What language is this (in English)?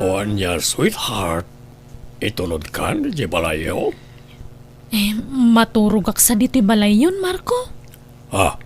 Iloko